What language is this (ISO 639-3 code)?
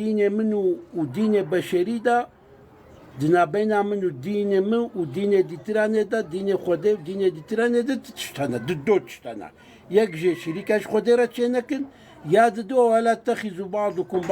kur